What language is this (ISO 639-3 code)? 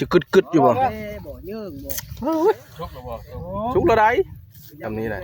tts